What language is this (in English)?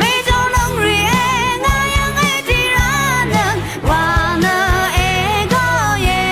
Rawang